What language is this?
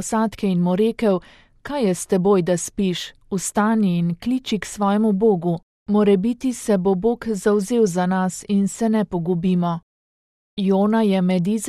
Slovenian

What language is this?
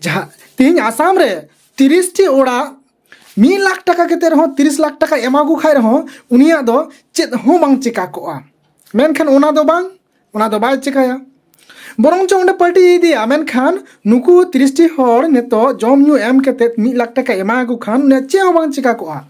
Santali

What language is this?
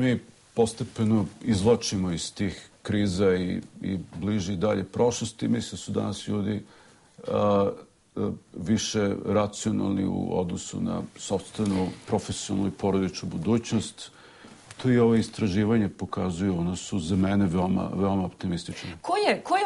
Serbian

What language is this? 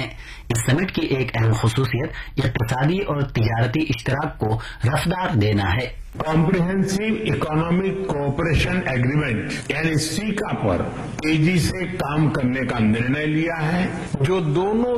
Urdu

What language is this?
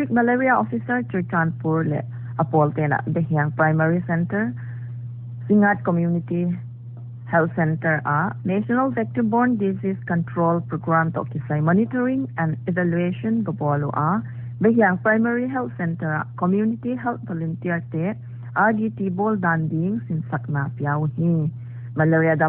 Paite Chin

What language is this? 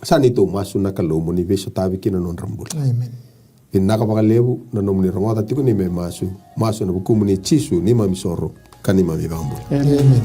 Fijian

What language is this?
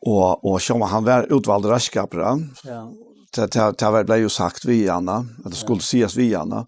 Faroese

